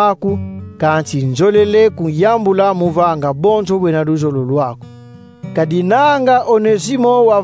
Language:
Kongo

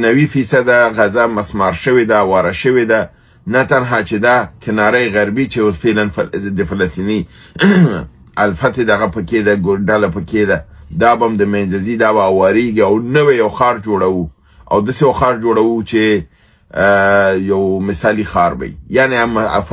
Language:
Pashto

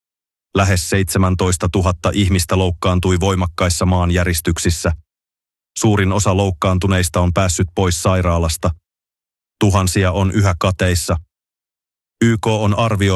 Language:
Finnish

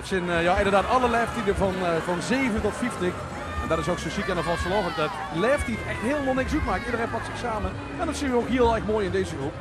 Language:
Limburgish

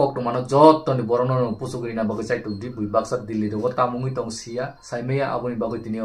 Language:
Kok Borok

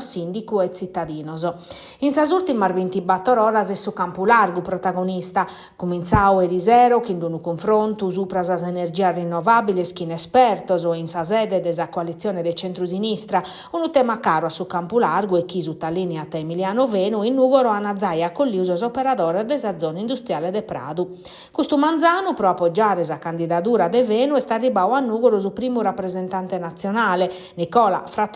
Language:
Sardinian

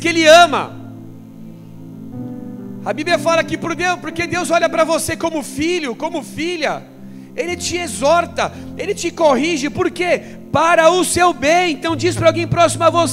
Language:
Portuguese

